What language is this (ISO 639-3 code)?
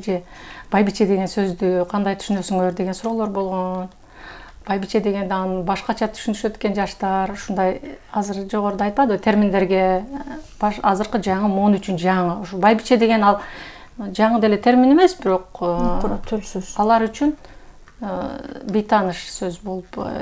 kir